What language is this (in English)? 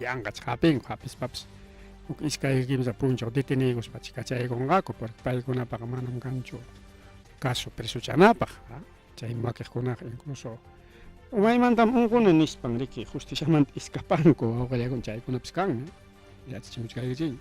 Ayacucho Quechua